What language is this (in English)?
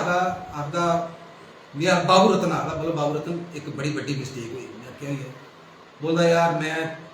Dogri